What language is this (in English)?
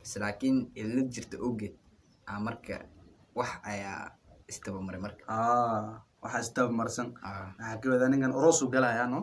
Somali